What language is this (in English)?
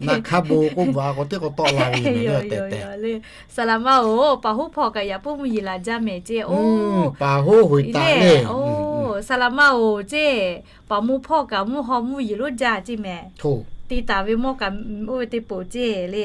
Lahu